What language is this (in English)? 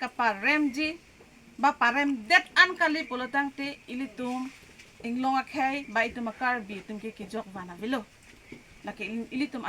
Karbi